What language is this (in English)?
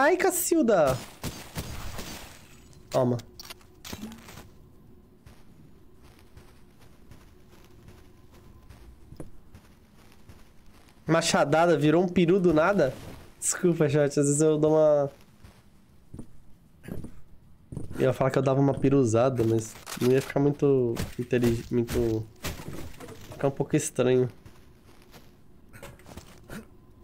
Portuguese